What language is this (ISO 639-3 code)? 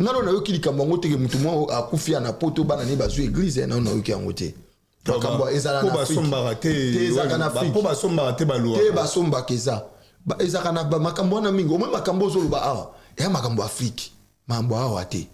lin